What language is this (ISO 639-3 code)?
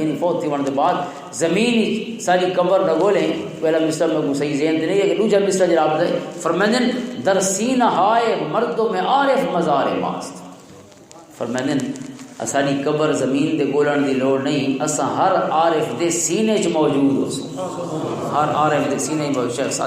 lah